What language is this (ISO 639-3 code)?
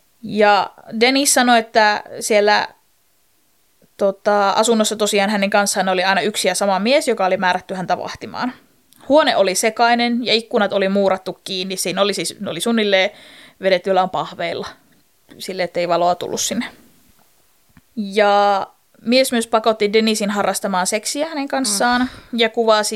fin